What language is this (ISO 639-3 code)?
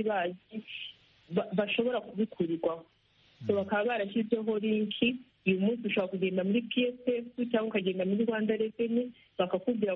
kin